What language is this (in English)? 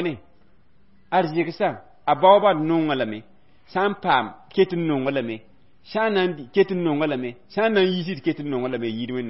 Mossi